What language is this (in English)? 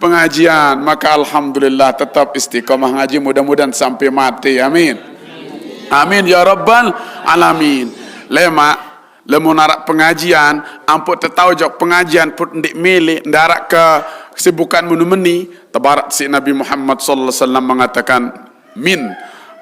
Sasak